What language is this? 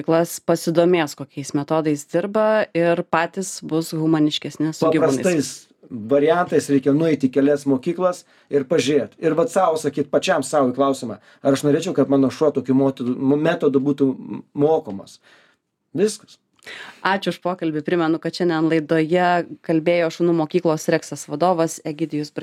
Lithuanian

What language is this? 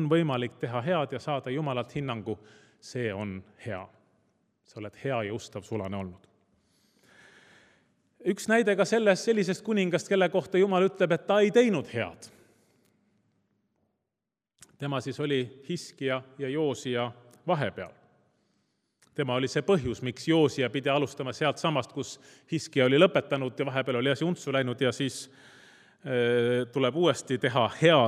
Estonian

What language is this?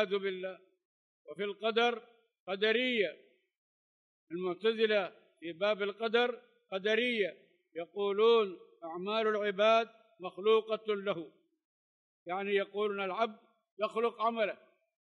Arabic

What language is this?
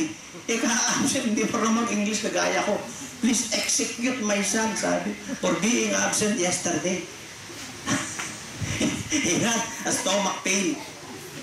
Filipino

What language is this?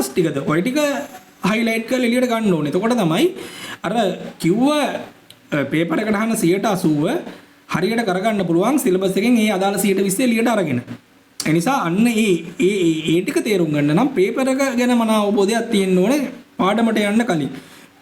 Sinhala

